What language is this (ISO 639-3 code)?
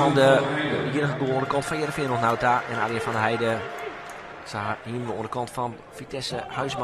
fry